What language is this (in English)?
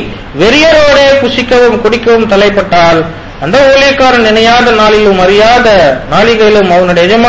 Tamil